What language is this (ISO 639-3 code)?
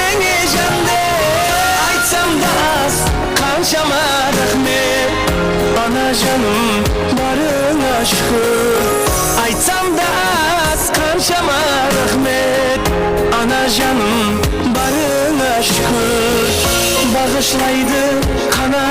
kaa